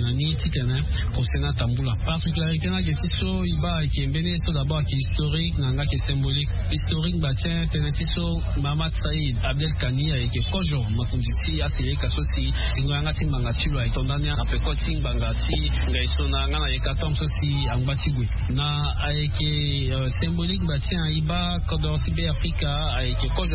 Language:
Sango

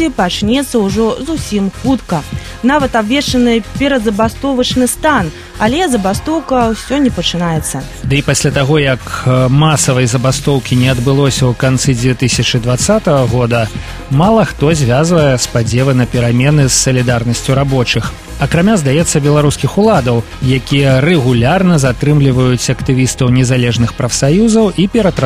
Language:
Belarusian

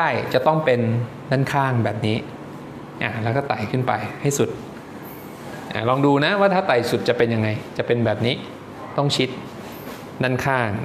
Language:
Thai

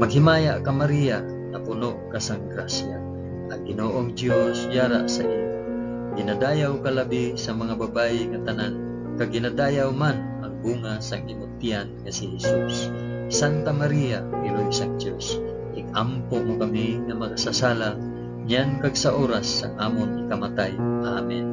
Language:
Hiligaynon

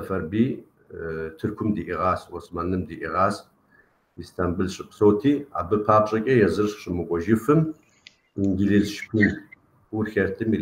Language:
Kabardian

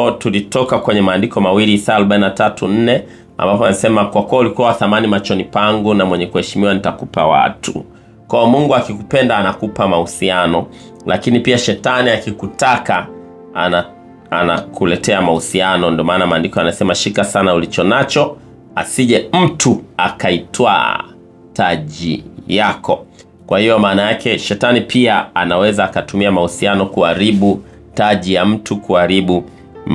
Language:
Swahili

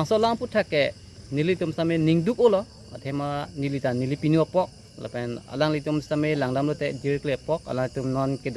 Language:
Karbi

